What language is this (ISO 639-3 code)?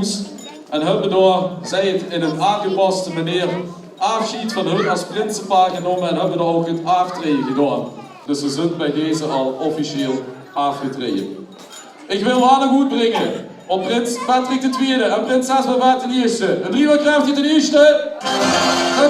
lim